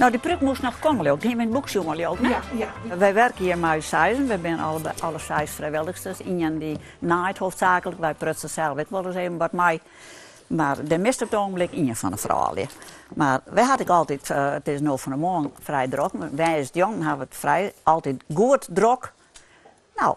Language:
Western Frisian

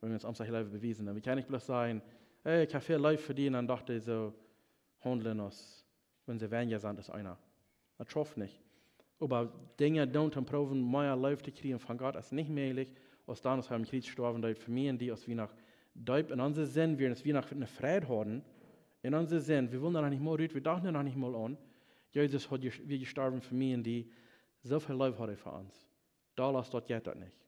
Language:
Plautdietsch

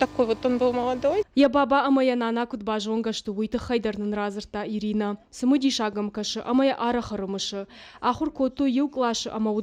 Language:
Ossetic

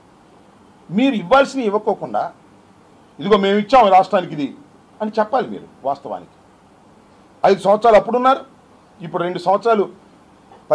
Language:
Telugu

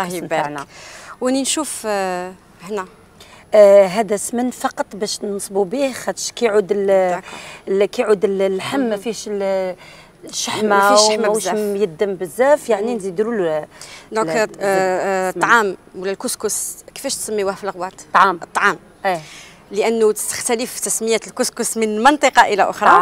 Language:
Algerian Arabic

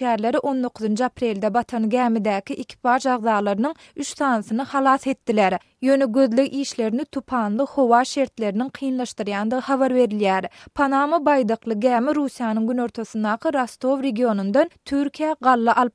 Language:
Turkmen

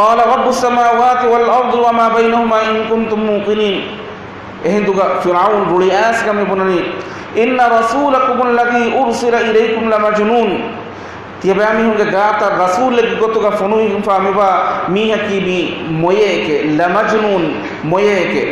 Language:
Divehi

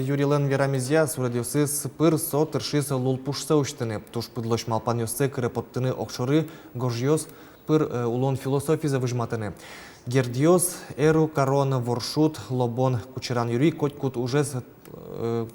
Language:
Udmurt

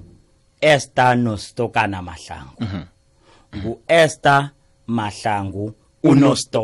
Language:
South Ndebele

